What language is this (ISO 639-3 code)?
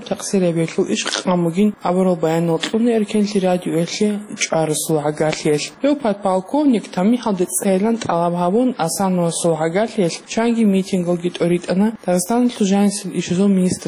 ava